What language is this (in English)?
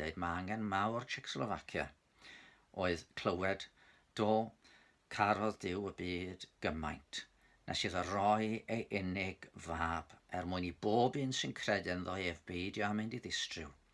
Welsh